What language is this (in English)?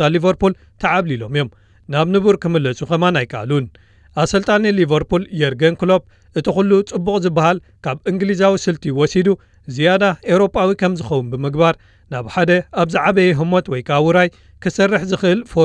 Tigrinya